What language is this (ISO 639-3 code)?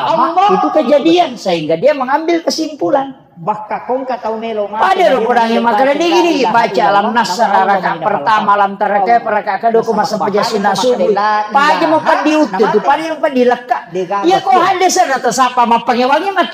bug